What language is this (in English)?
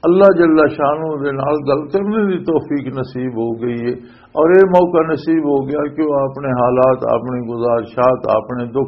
Western Panjabi